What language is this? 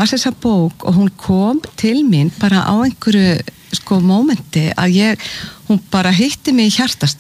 Icelandic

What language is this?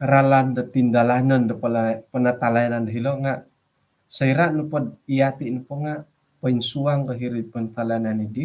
Central Dusun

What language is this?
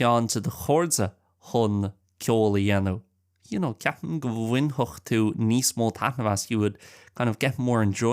Irish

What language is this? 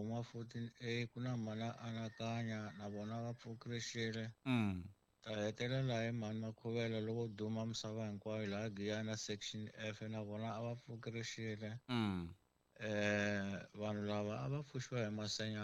Tsonga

